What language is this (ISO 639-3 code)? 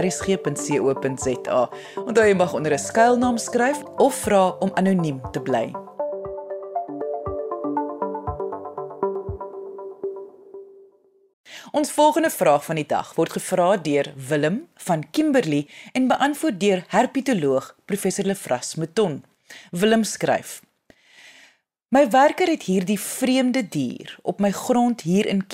afr